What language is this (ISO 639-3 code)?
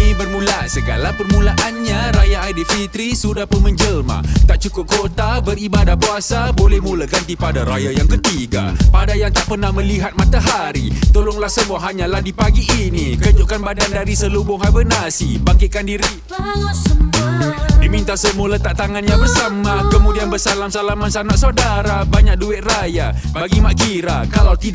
msa